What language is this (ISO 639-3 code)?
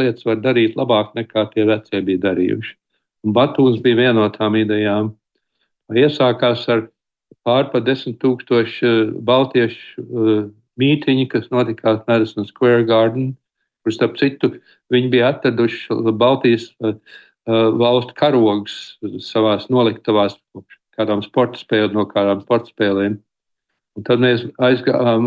lav